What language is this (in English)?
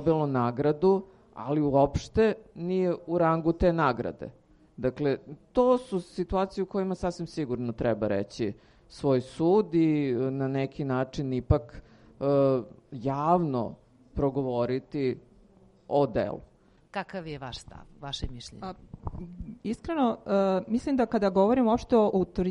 Serbian